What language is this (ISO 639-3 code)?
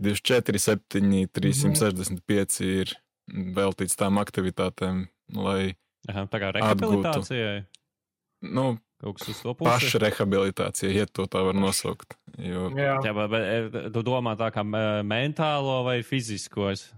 lav